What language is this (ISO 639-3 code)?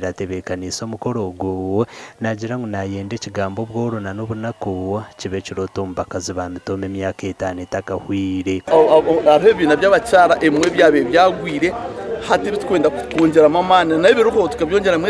nyn